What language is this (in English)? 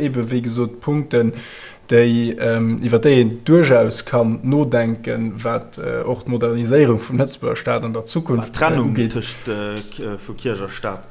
Luxembourgish